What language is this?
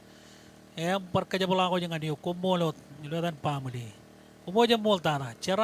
Marshallese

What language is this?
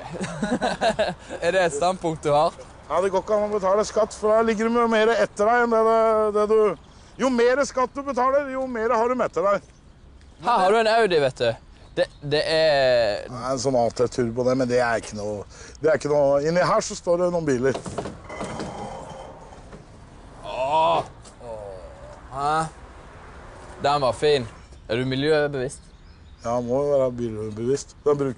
Norwegian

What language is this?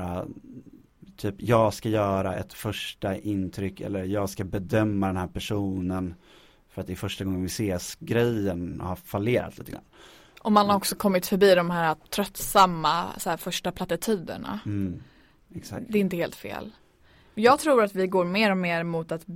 Swedish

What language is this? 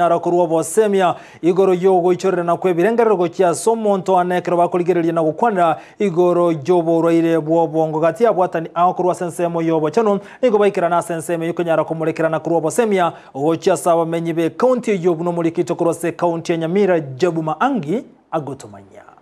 Gusii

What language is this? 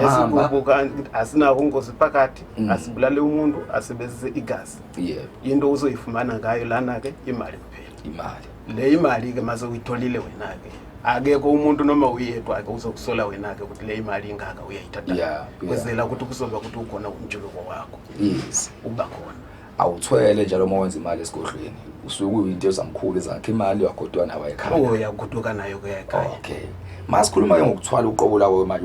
Zulu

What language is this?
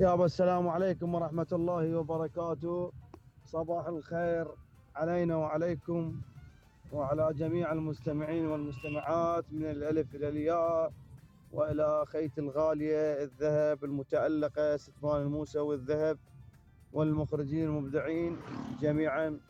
Mesopotamian Arabic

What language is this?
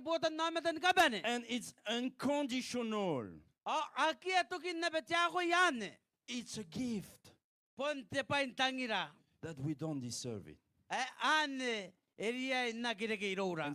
Gilbertese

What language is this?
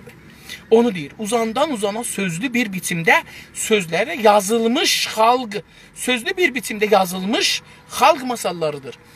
South Azerbaijani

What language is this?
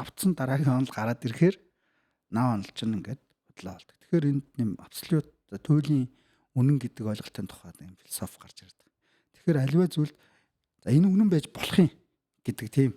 Mongolian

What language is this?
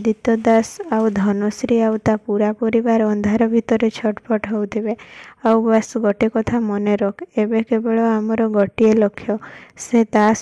Odia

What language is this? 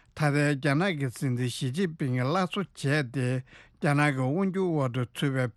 Tibetan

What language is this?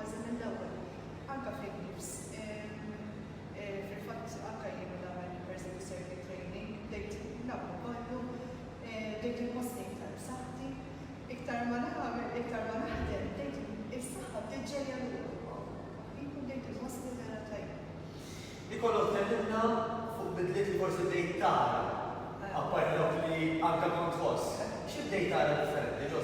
Maltese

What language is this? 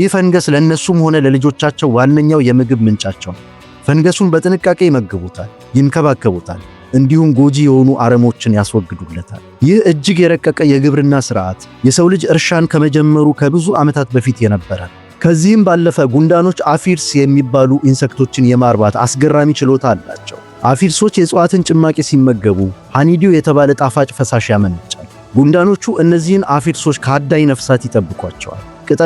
Amharic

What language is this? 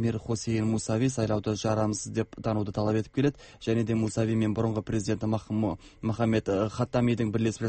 Kazakh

